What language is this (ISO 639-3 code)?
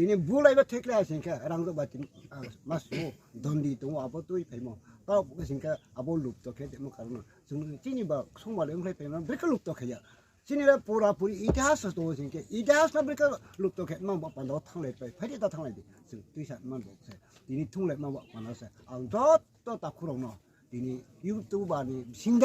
ria